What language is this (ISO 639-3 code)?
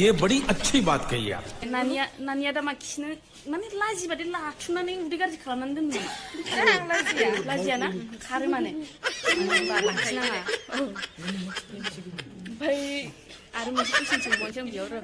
brx